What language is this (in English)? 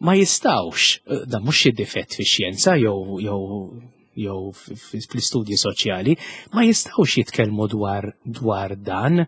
Maltese